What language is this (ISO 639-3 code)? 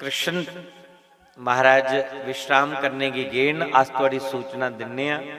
doi